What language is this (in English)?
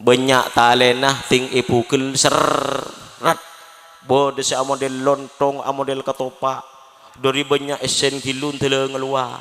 Madurese